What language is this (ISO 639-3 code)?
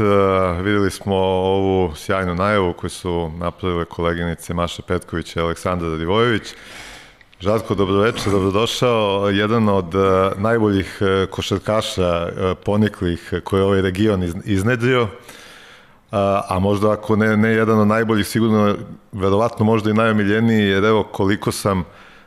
srp